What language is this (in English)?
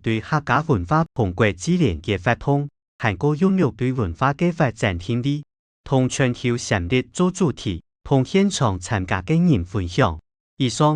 Hakka Chinese